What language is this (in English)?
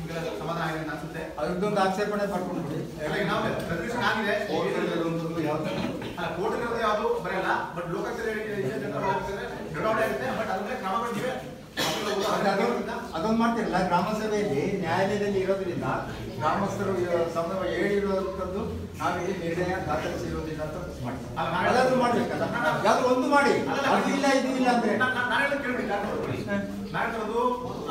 Kannada